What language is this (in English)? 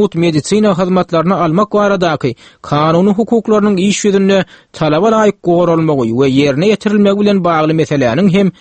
Turkmen